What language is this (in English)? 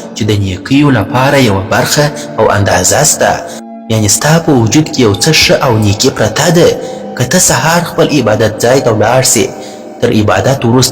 Pashto